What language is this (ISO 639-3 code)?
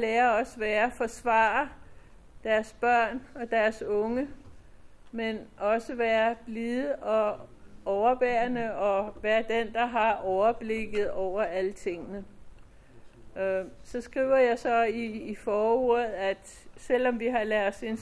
dan